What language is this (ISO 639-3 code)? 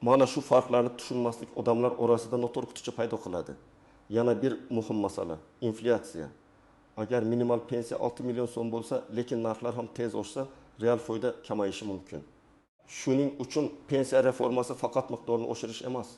uzb